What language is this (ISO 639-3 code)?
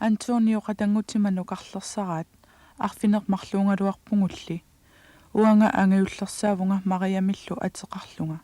kal